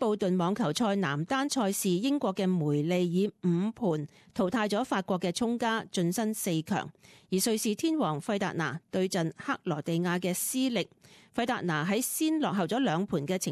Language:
Cantonese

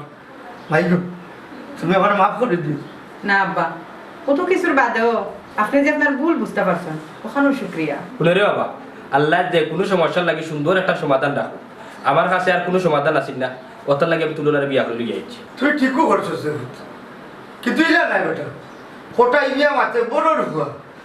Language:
Sylheti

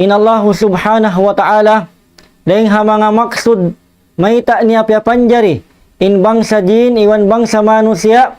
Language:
Tausug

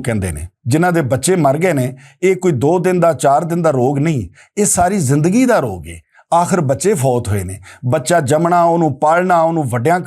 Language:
Western Panjabi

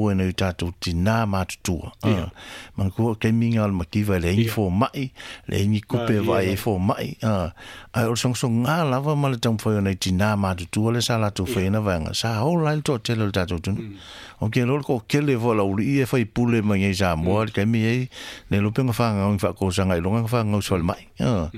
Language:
Samoan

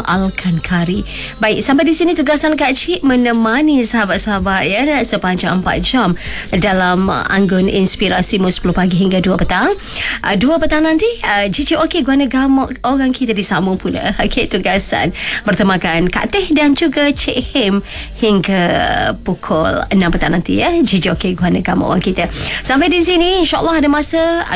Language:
Malay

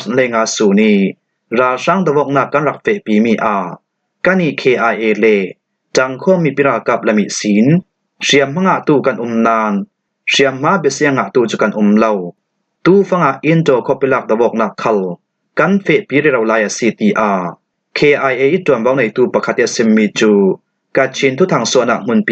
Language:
Falam Chin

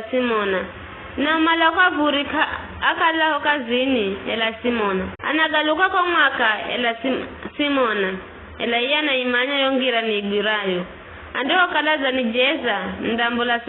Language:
Giryama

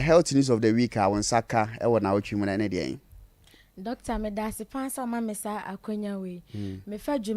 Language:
Akan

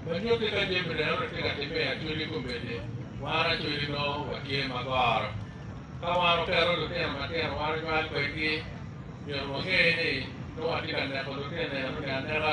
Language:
Acoli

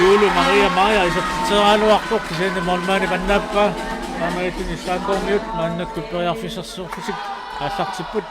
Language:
Kalaallisut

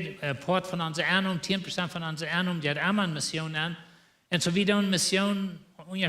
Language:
Plautdietsch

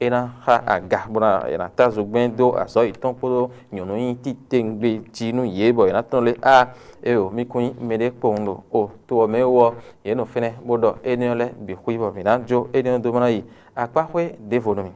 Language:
Fon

